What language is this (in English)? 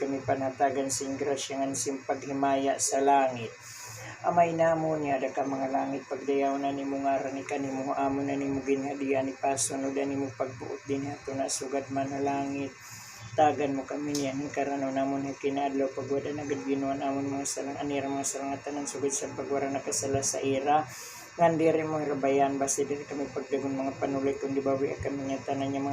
Waray